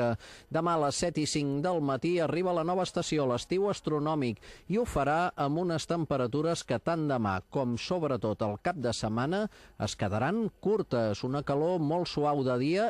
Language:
Catalan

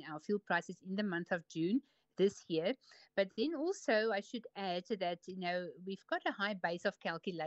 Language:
English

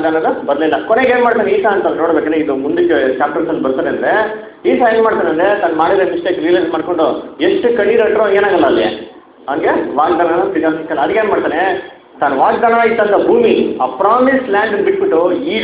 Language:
Kannada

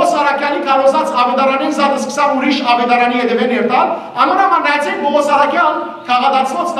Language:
Western Armenian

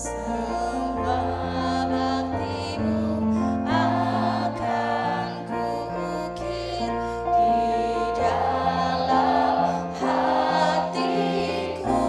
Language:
Musi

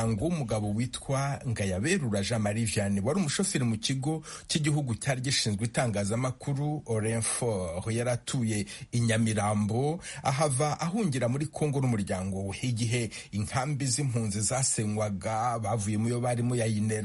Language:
Kinyarwanda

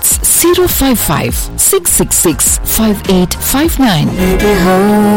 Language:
Malayalam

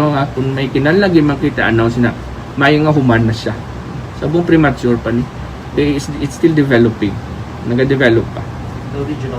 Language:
Hiligaynon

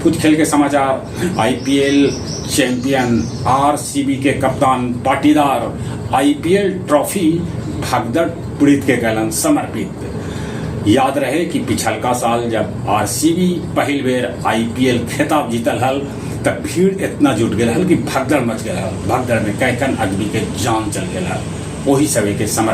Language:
Magahi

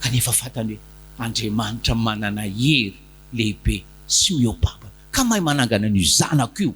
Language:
Malagasy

